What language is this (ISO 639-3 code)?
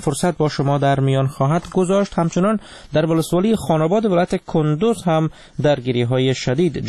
fas